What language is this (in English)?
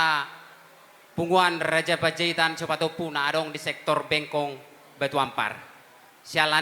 Batak Toba